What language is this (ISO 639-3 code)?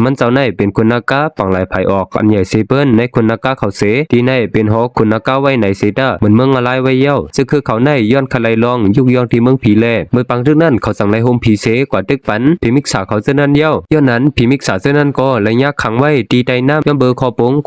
shn